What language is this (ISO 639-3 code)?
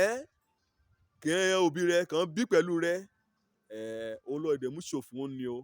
yor